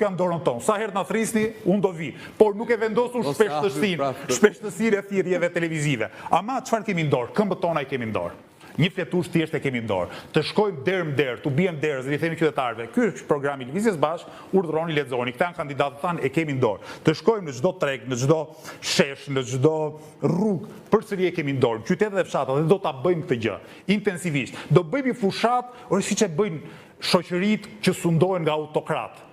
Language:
Albanian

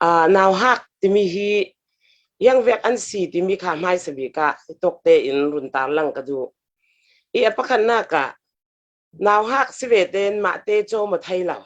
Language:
Falam Chin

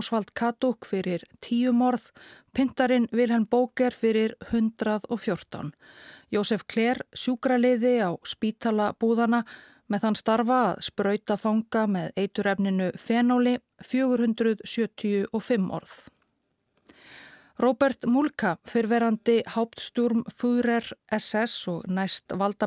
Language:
Icelandic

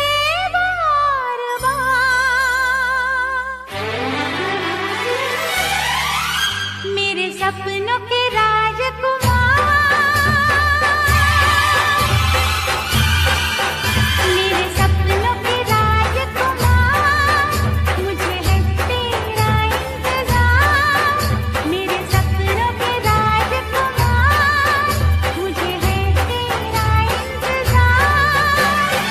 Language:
Hindi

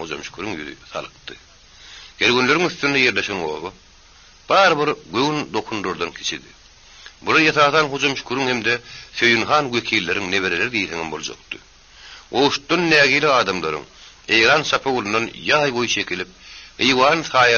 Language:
Turkmen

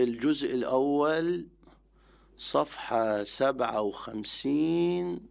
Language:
Mesopotamian Arabic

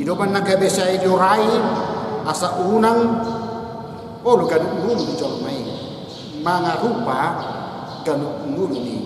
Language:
Batak Toba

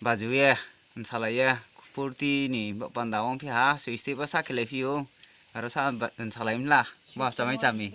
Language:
Riang (India)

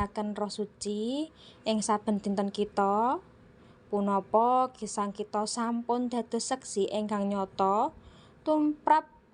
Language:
Javanese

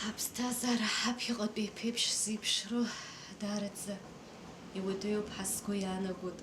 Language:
Abkhazian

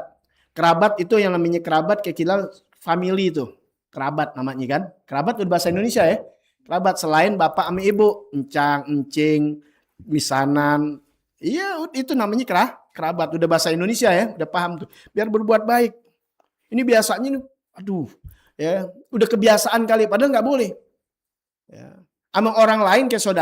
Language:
Betawi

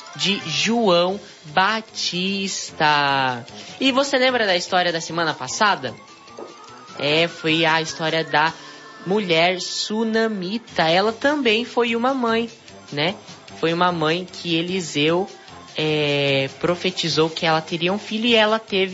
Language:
Portuguese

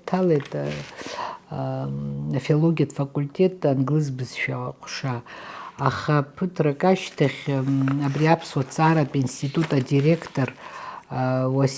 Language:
Abkhazian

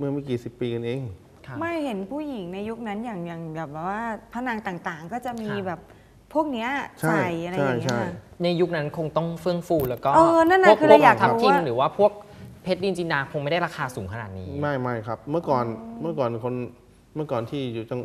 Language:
Thai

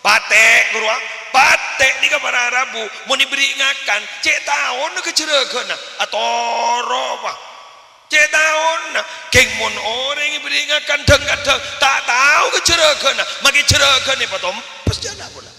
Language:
Madurese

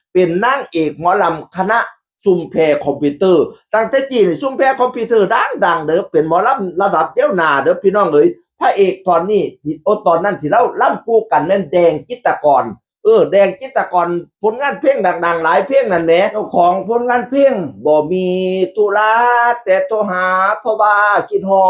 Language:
Northeastern Thai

